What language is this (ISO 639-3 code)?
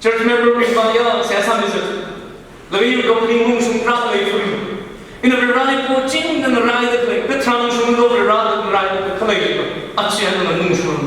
nmf